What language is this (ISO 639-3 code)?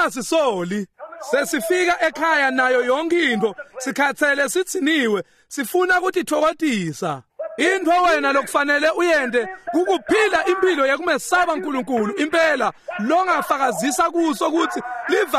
ssw